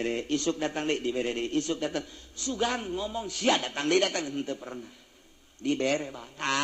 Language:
Sundanese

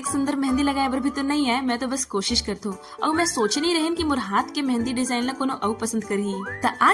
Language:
Chhattisgarhi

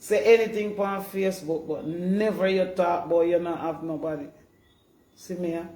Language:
Jamaican Creole English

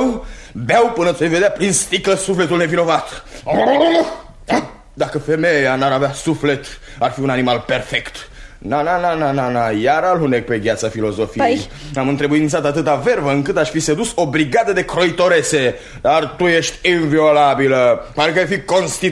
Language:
Romanian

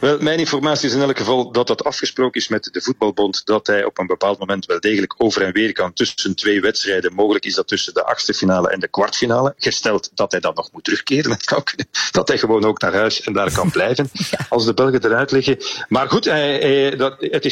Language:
Dutch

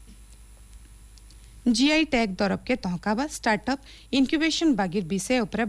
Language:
Odia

